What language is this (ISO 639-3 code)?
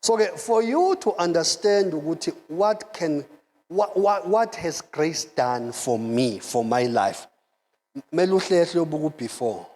zul